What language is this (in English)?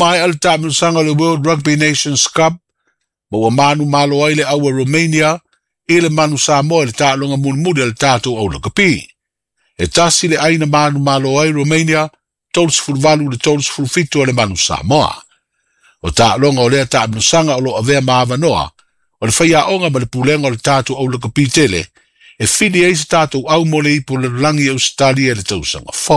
Samoan